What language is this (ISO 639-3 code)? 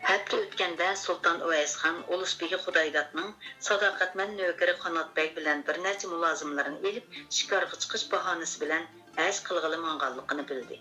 uig